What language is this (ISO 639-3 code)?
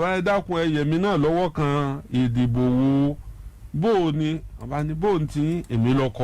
yor